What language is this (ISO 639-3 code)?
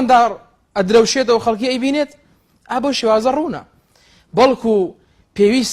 ckb